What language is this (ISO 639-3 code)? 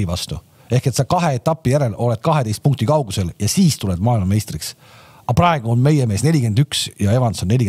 est